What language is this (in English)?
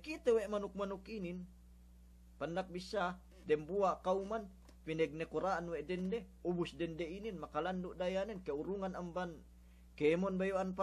Yakan